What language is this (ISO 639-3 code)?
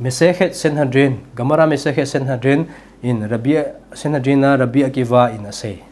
tcz